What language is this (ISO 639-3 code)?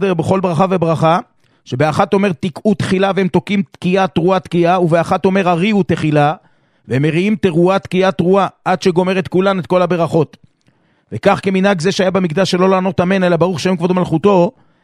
heb